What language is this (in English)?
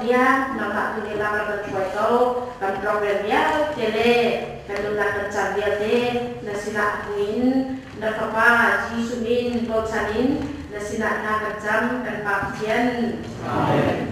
Hakha Chin